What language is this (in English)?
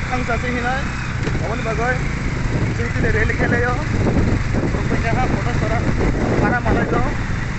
Kok Borok